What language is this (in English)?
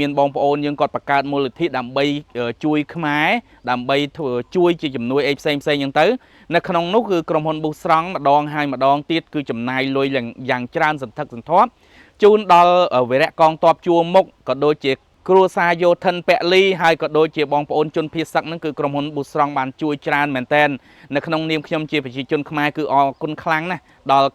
Khmer